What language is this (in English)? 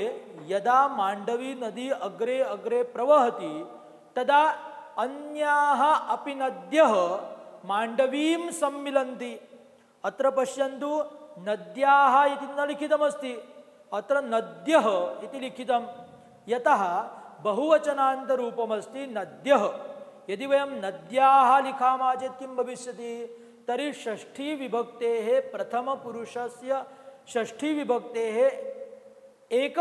Sanskrit